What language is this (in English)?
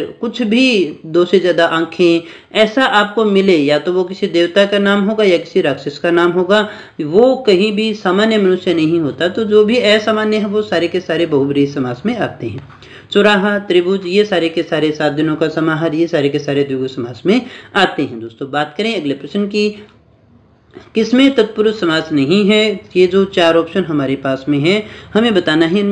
Hindi